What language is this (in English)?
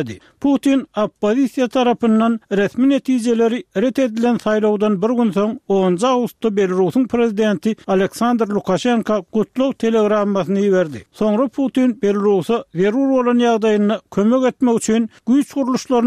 Turkmen